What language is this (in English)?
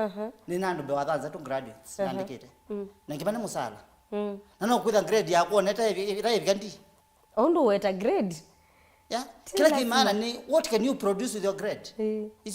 Kamba